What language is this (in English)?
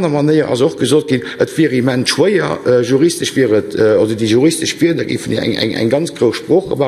Luxembourgish